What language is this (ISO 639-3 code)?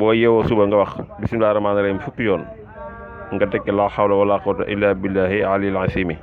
wol